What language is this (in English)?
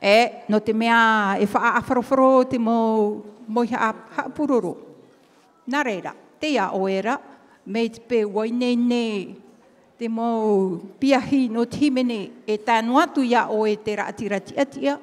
Tahitian